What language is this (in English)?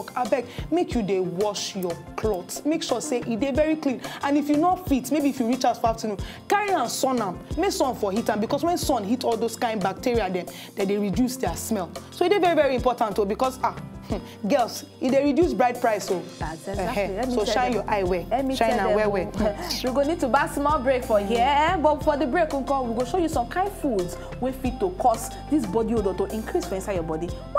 Nigerian Pidgin